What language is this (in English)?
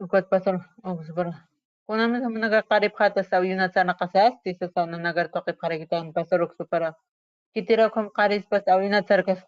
Aymara